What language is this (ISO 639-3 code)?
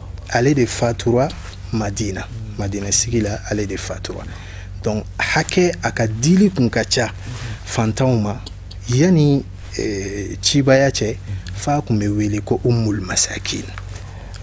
bam